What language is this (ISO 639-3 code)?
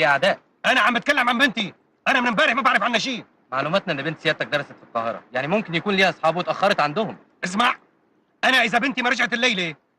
arz